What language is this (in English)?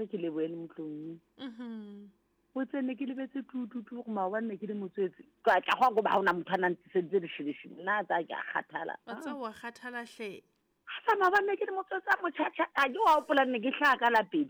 Southern Sotho